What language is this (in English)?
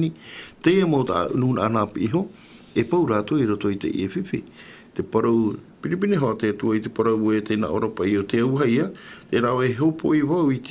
Tahitian